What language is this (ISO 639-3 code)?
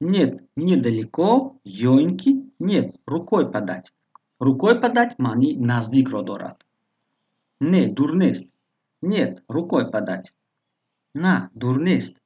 tgk